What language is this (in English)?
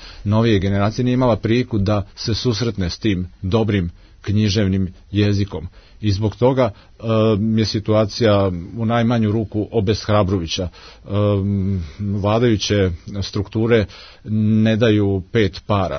Serbian